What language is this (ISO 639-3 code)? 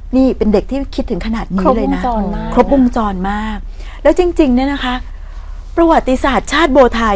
tha